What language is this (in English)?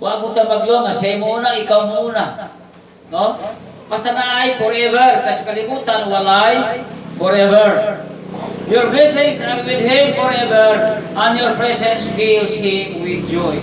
Cebuano